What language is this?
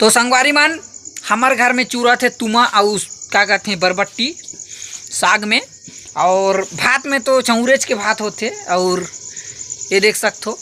Chhattisgarhi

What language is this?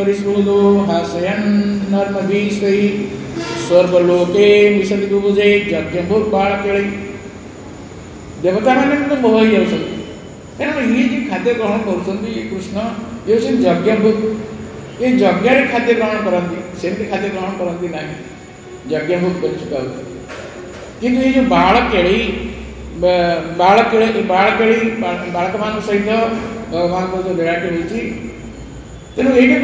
Odia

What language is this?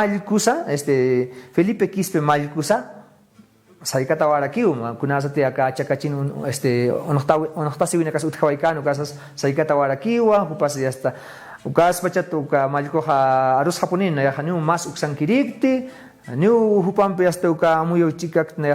Aymara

